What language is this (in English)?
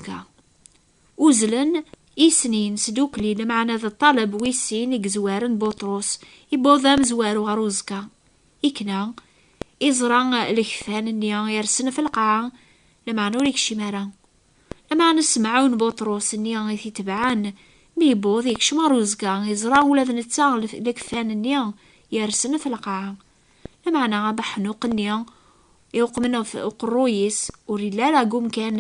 Kabyle